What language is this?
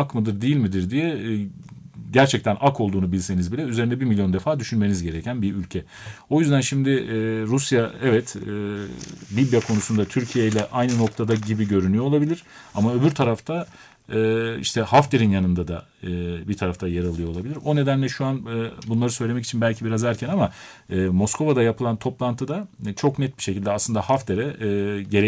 Turkish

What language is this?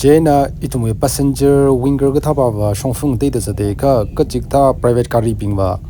Tangkhul Naga (India)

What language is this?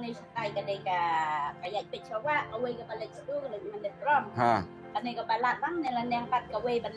Khasi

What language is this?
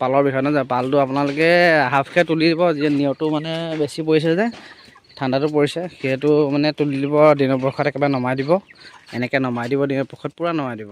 Assamese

